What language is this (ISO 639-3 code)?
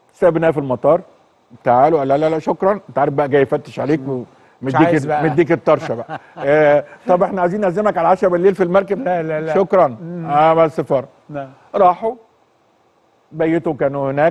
arz